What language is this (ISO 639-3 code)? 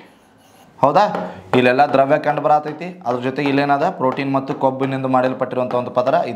kan